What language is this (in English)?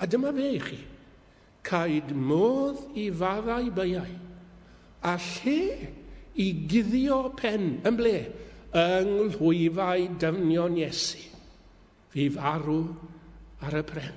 Welsh